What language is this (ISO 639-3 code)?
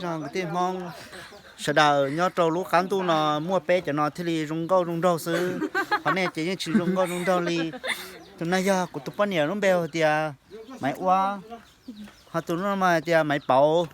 hmn